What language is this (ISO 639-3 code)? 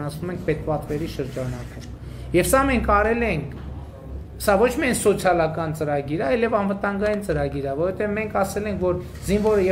hye